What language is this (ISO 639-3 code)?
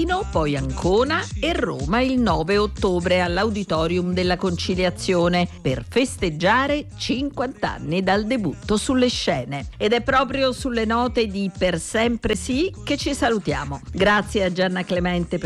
ita